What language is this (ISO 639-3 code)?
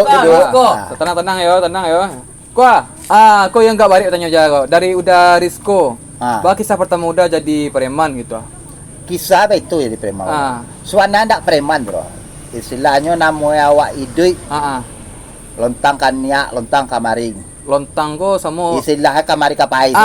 min